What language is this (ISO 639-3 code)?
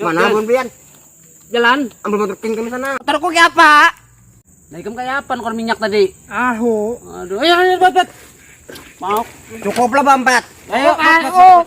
bjn